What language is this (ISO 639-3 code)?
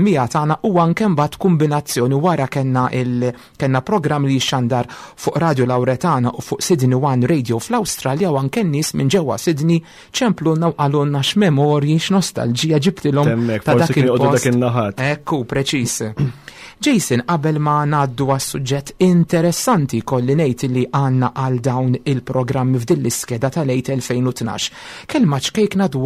mlt